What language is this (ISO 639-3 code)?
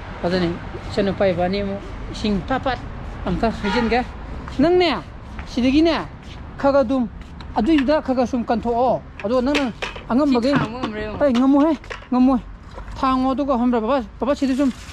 mni